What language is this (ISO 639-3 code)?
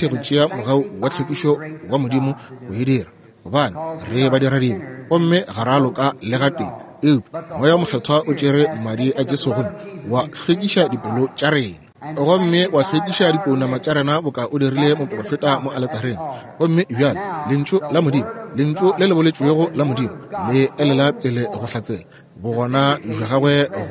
nso